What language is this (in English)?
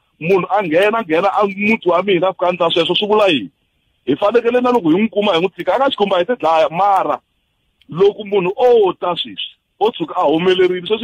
Tsonga